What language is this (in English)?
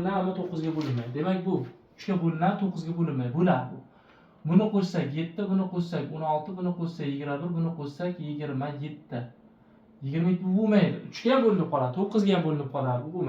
Uzbek